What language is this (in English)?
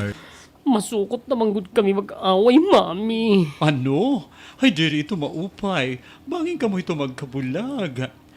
Waray